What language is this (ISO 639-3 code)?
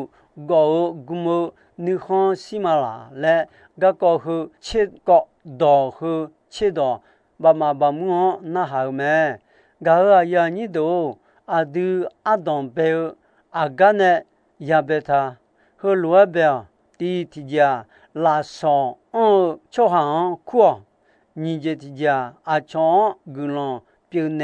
ahk